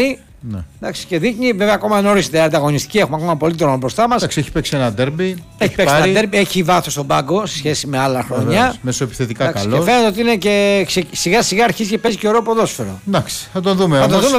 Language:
Greek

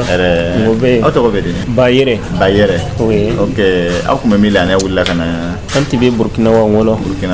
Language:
Dyula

